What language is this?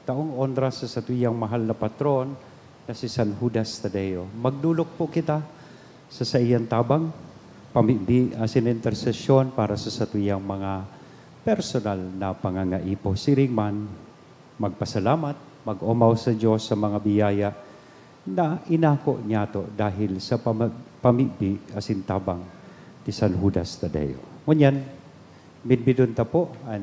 Bikol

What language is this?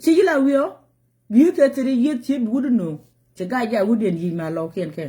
Nuer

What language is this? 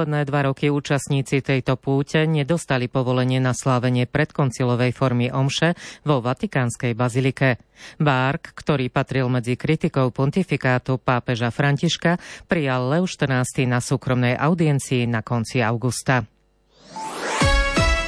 Slovak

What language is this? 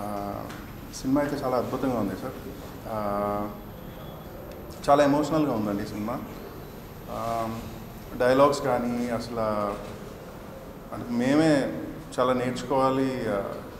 Telugu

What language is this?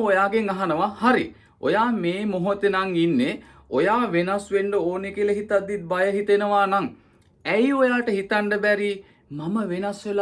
Sinhala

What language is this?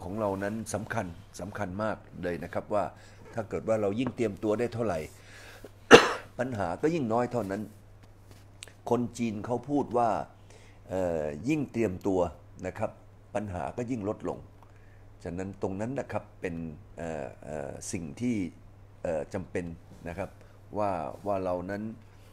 Thai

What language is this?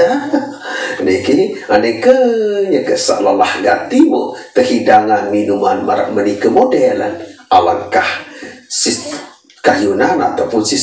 Sasak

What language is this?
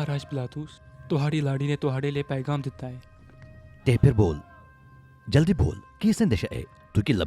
Dogri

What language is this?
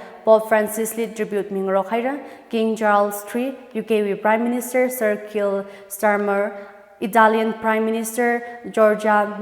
Tangkhul Naga (India)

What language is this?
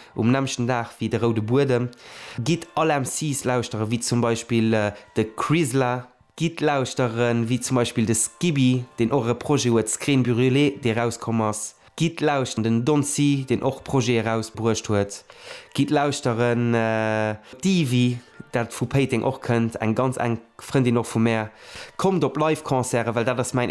Luxembourgish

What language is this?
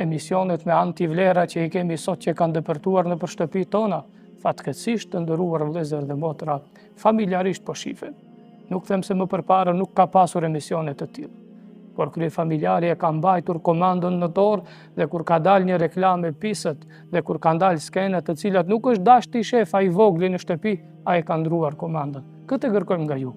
Albanian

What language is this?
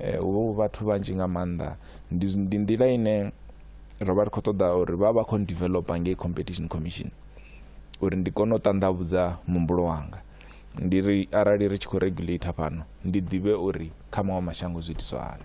Venda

